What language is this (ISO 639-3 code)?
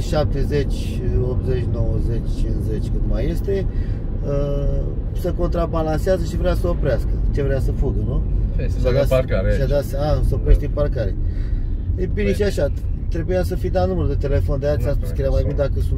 ron